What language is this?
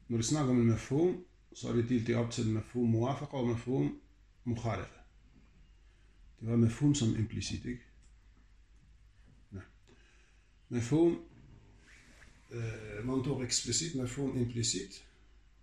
Danish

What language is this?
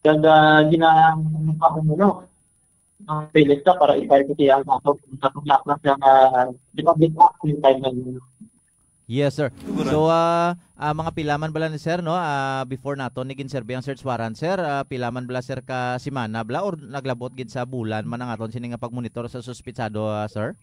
Hiligaynon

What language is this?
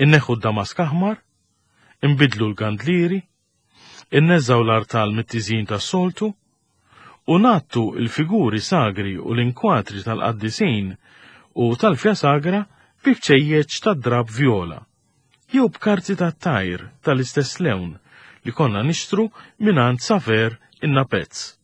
Maltese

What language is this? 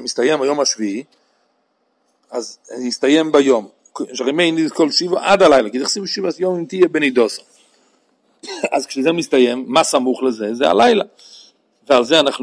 Hebrew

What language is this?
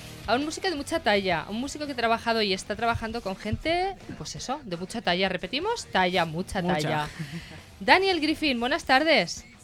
Spanish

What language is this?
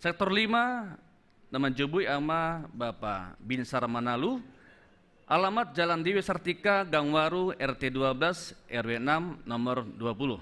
Batak Simalungun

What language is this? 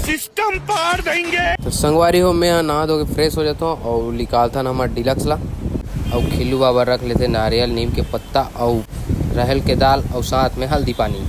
Chhattisgarhi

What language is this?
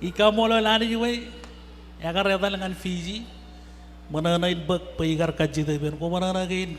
Marshallese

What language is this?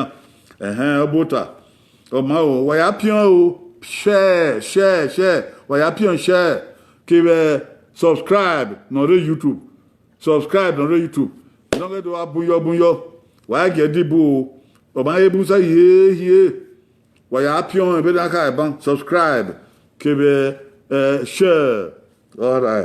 Bini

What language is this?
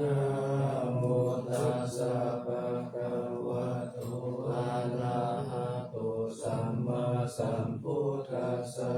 Pali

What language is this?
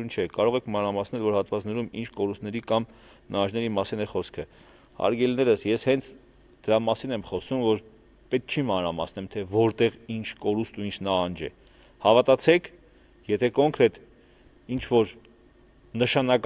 Armenian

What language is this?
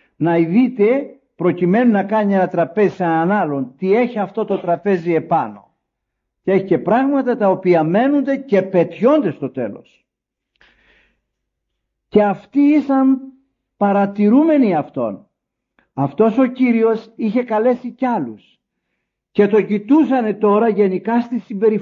Greek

